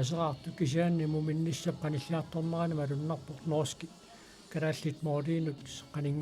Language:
Kalaallisut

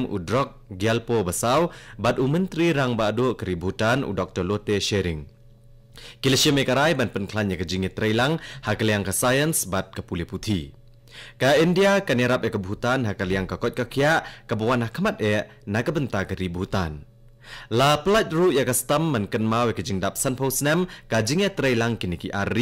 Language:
Khasi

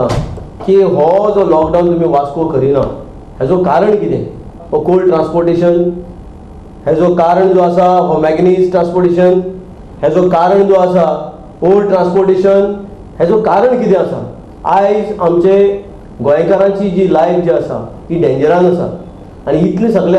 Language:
Konkani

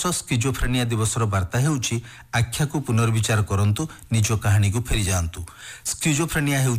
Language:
Odia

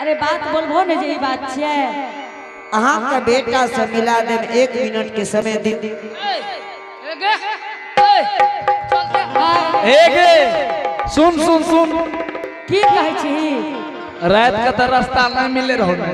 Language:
Angika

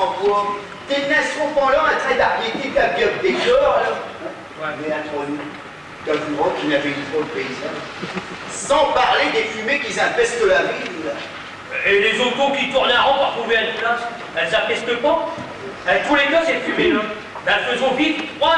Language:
Picard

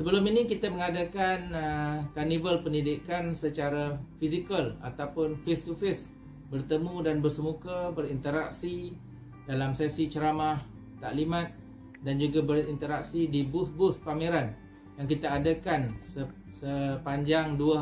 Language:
Malay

